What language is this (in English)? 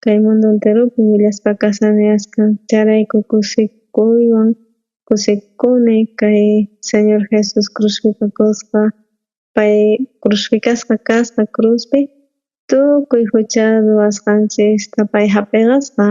South Bolivian Quechua